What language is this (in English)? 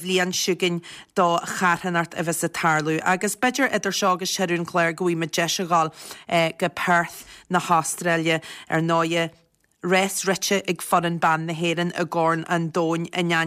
Irish